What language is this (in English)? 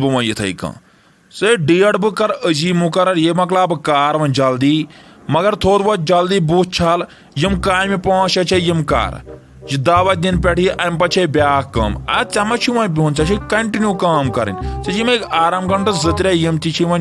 Kashmiri